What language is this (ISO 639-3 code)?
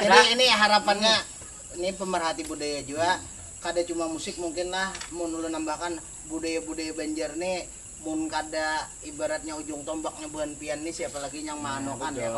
bjn